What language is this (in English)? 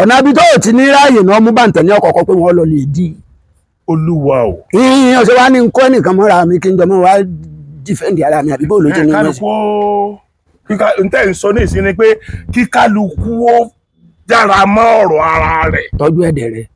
Yoruba